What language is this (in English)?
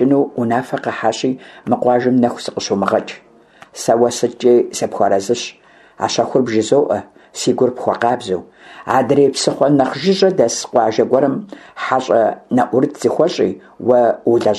Kabardian